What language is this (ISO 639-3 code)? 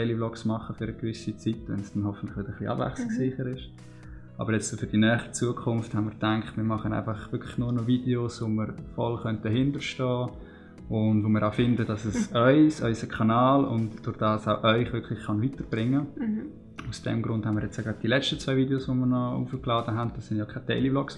gsw